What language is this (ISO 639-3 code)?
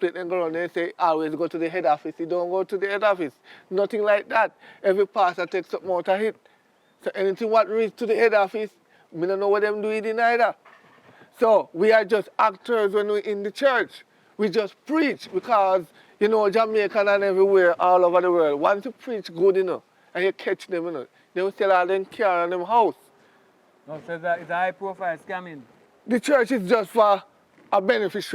jam